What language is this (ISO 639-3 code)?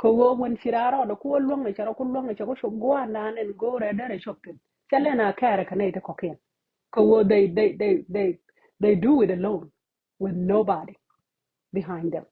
nus